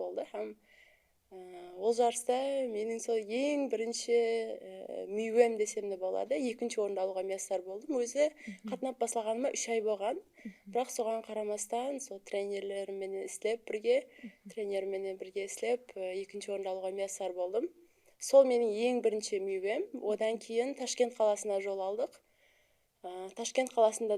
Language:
Kara-Kalpak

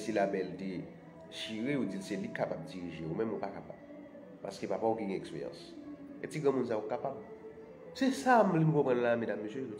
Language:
Haitian Creole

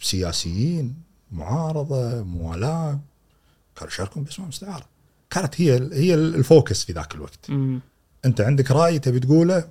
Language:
Gulf Arabic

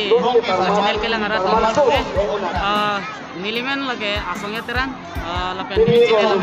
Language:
Karbi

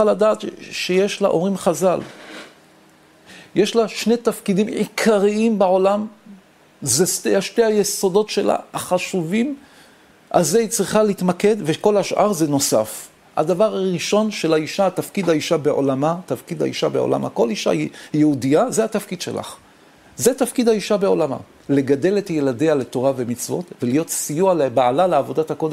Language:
Hebrew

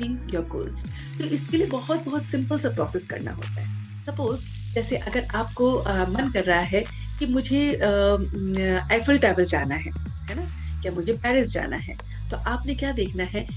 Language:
Hindi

